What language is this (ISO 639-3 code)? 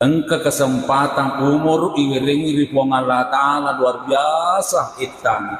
bug